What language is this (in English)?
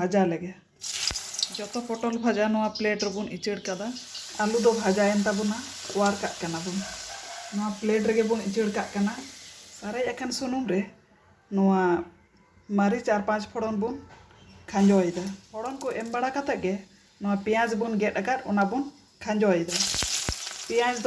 Santali